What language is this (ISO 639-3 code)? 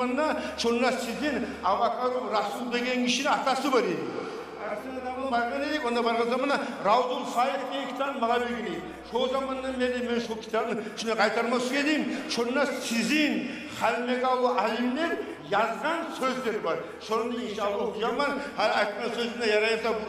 kum